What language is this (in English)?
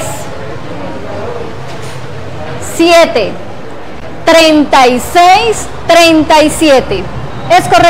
Spanish